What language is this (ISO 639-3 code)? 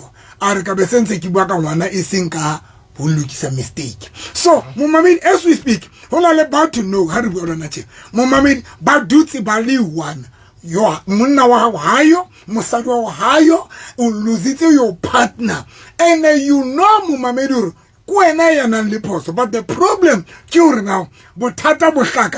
sot